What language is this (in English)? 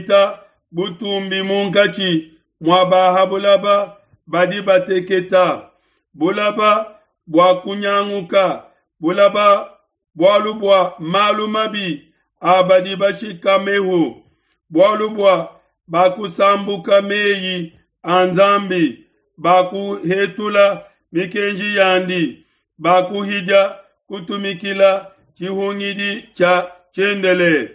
Luba-Lulua